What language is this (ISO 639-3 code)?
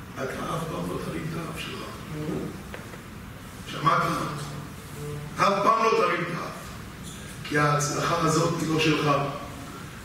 heb